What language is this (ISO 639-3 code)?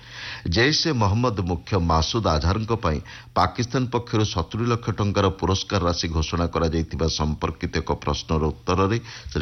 ori